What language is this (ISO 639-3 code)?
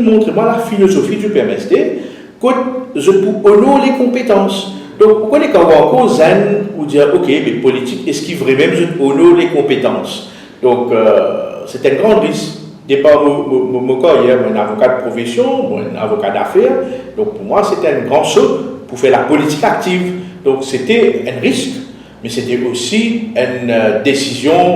mfe